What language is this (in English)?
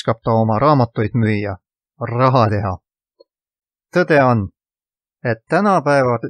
Estonian